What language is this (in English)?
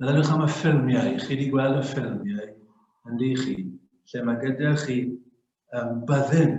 Welsh